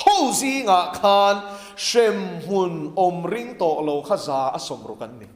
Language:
Mizo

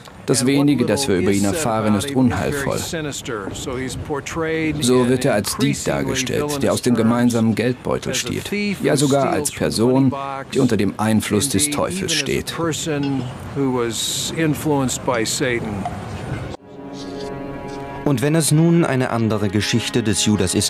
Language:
German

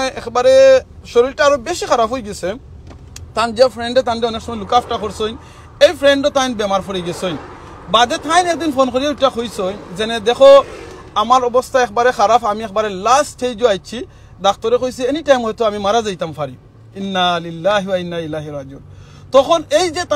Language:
Sylheti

